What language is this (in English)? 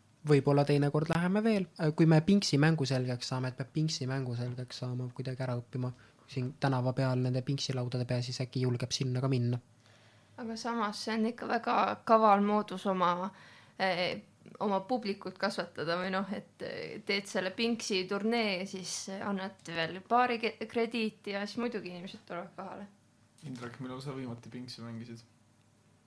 Estonian